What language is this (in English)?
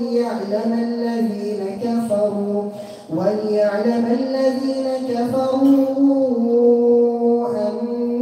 Arabic